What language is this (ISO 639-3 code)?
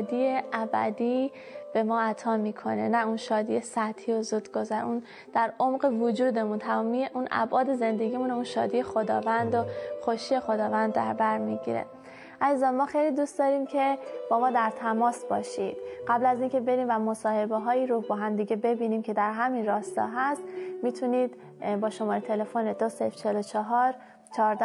fas